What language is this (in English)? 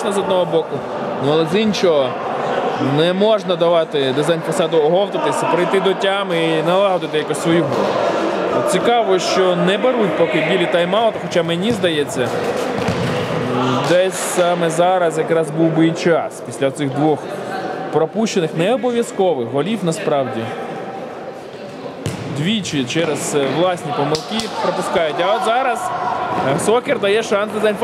Ukrainian